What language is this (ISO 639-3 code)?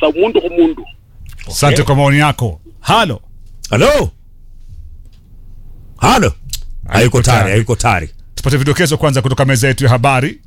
swa